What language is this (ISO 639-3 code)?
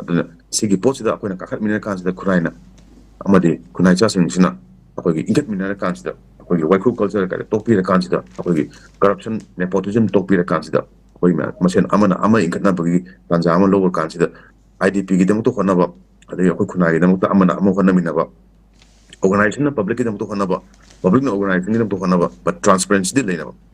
mni